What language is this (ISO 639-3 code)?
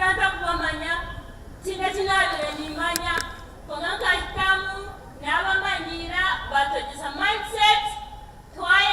nyn